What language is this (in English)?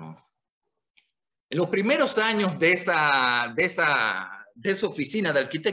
Spanish